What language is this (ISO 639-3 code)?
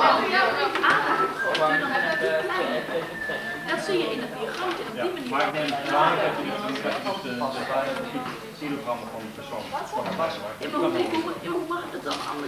nld